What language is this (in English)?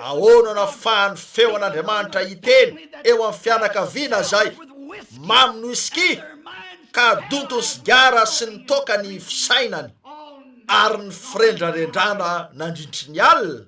Malagasy